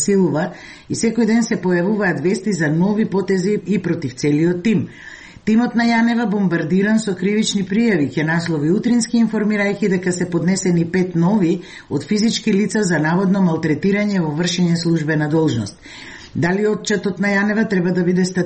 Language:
Macedonian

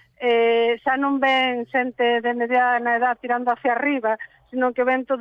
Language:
Galician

